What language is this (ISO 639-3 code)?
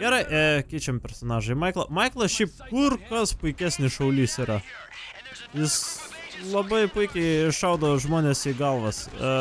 lit